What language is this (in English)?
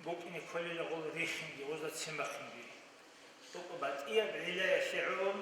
Avaric